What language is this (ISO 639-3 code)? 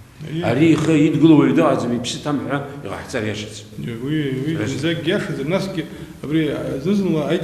abk